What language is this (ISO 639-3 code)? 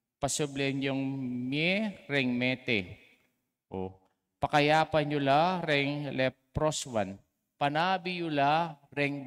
pam